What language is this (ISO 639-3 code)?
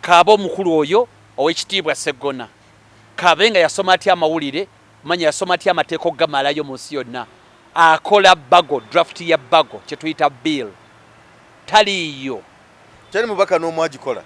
lug